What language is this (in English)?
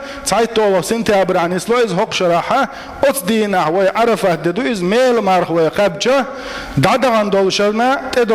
Chechen